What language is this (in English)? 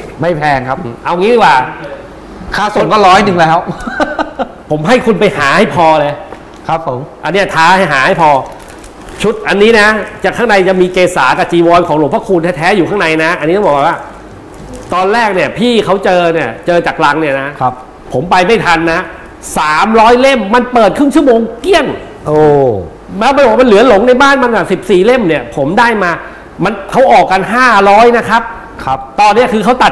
Thai